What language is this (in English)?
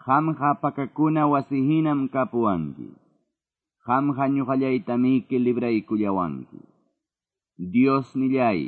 Quechua